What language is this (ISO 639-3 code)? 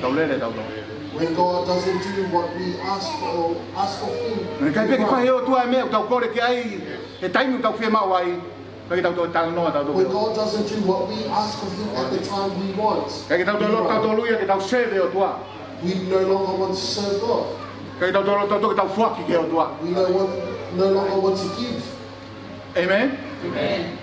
ton